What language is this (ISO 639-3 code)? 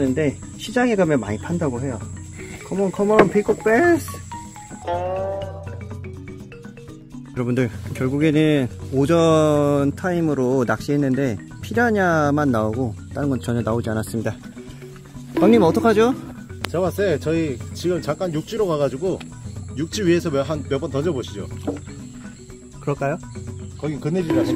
kor